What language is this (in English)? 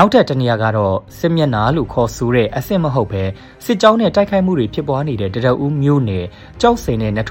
Burmese